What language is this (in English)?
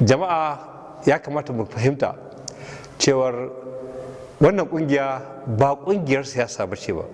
Hausa